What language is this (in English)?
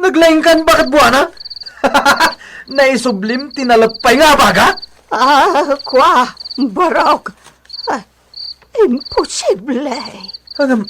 Iloko